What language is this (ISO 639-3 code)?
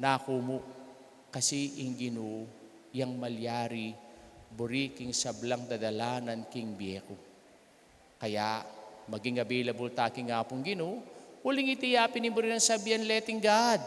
pam